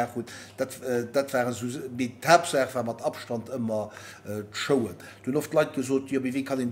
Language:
Luxembourgish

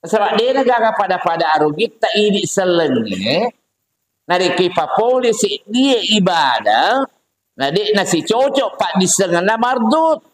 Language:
Buginese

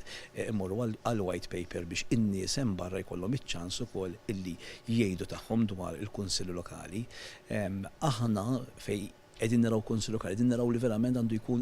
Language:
Maltese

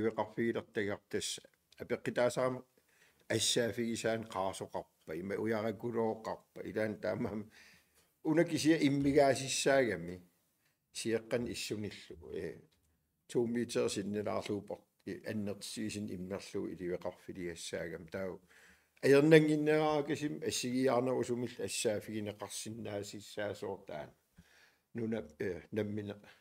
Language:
Kalaallisut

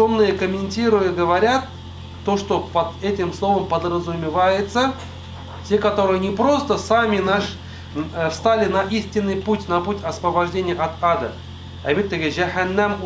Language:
Tatar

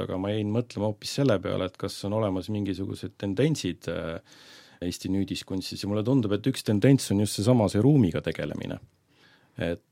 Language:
Estonian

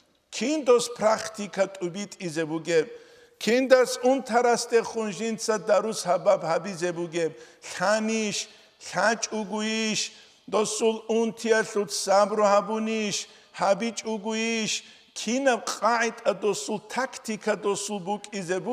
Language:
Avaric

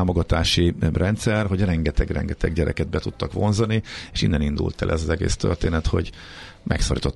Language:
Hungarian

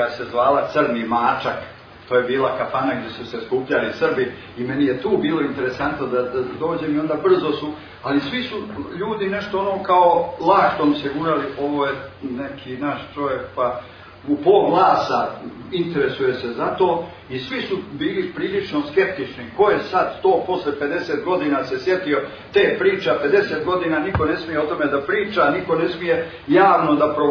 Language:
Serbian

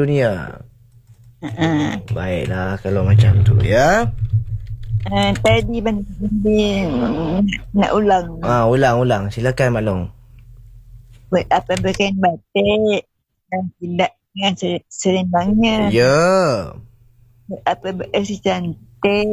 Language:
Malay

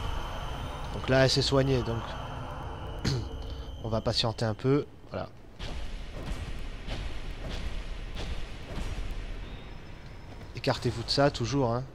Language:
French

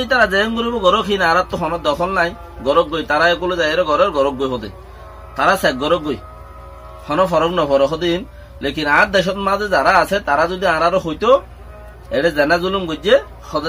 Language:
Rohingya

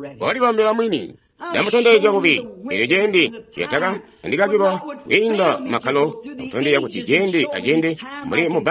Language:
Tonga (Zambia)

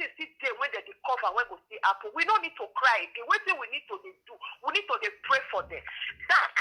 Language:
Nigerian Pidgin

